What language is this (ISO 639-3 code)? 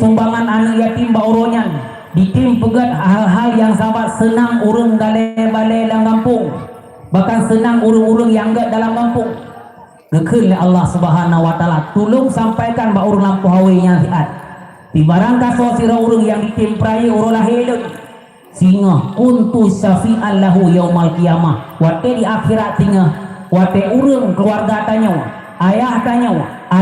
ace